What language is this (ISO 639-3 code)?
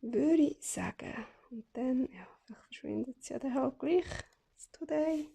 gsw